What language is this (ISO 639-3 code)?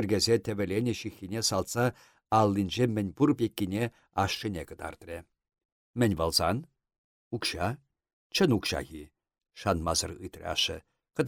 chv